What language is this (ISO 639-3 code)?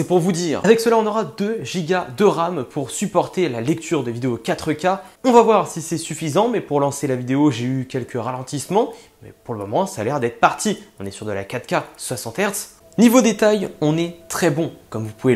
fra